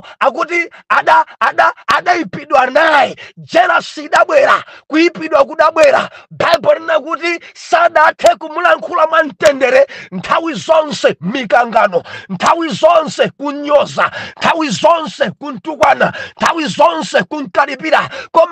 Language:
Nyanja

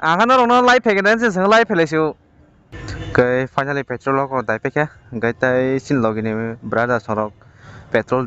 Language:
Kok Borok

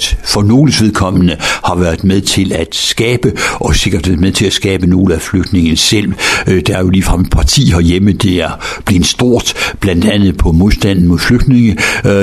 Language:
Danish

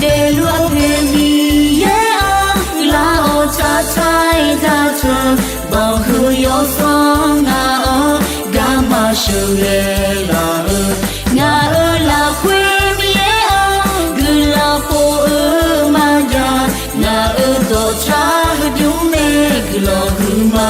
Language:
Akha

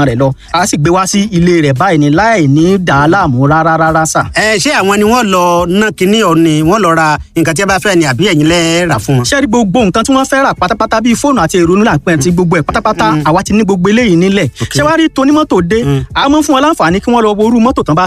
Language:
Yoruba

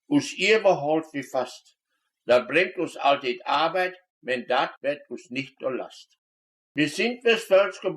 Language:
Westphalien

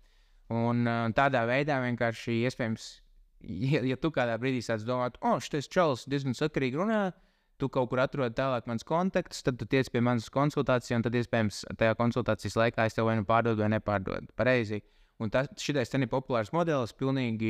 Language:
Latvian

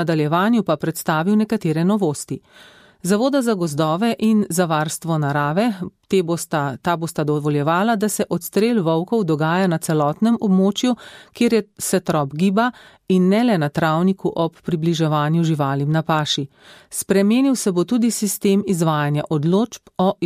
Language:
Slovenian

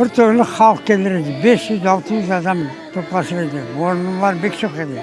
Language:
Crimean Tatar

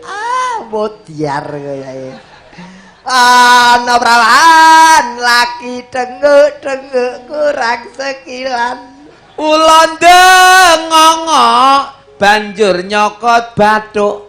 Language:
Javanese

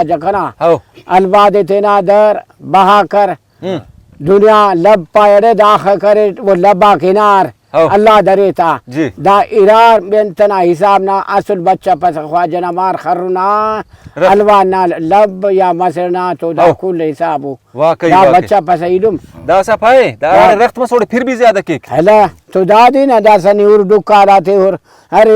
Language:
Brahui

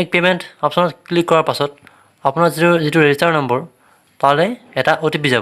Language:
Assamese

